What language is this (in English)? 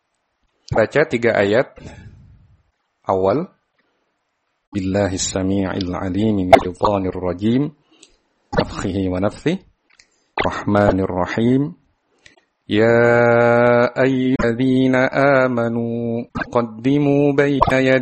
Indonesian